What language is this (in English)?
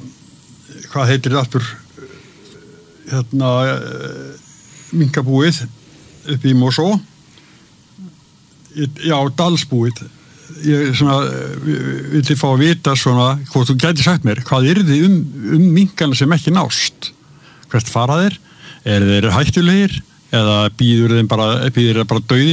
Icelandic